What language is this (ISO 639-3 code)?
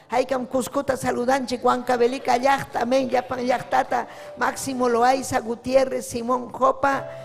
quy